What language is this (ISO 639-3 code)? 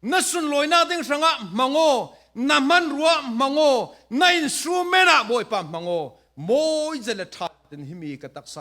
cfm